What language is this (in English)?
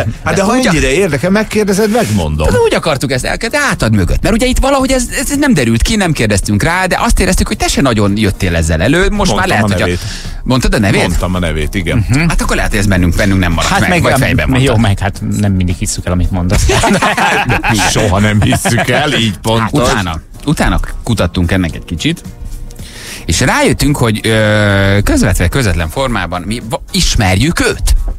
Hungarian